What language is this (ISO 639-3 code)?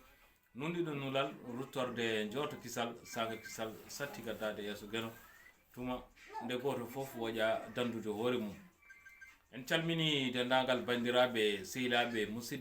ful